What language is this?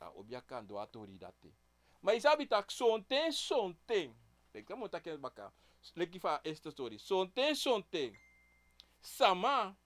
Sranan Tongo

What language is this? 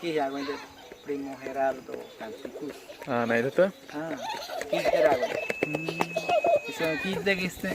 Awa-Cuaiquer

